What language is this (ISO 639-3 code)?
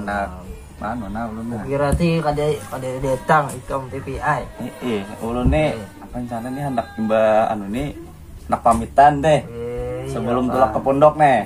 bjn